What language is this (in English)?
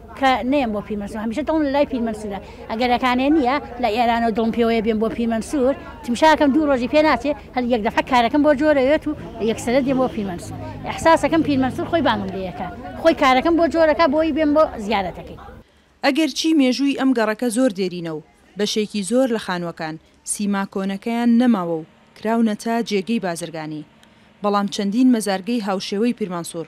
Central Kurdish